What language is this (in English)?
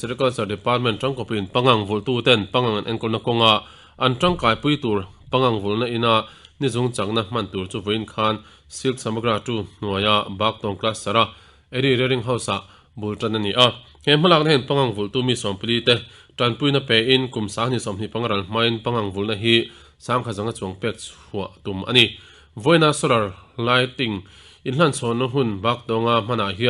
Mizo